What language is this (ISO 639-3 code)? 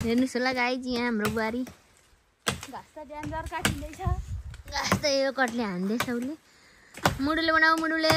nep